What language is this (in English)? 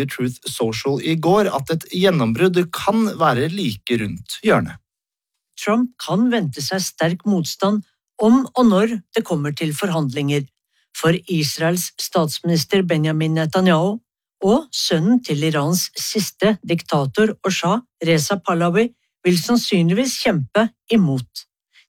Norwegian